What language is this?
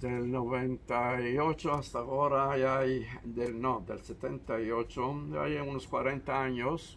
Ladino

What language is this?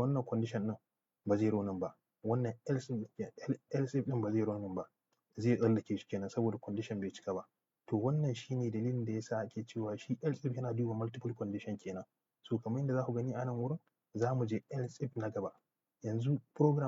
Hausa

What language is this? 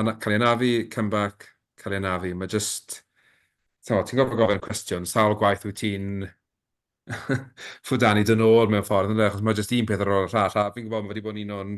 Welsh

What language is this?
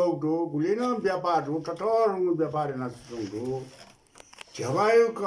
Newari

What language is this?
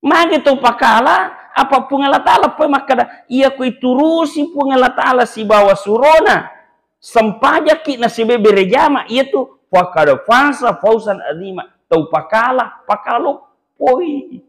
Buginese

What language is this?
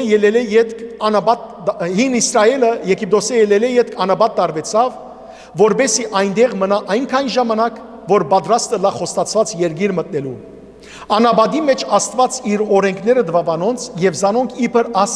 Western Armenian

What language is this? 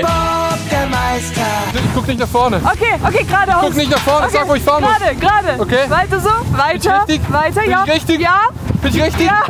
Swiss German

